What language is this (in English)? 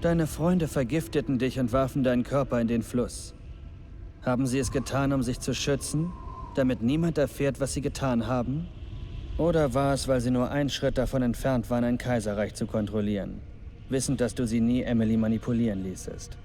Bavarian